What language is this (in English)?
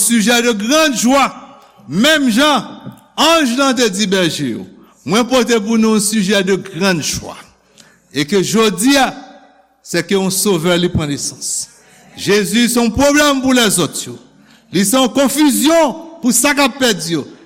Haitian Creole